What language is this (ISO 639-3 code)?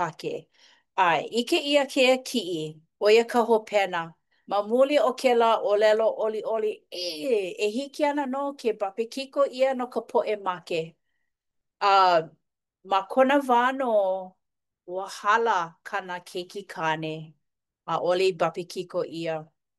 haw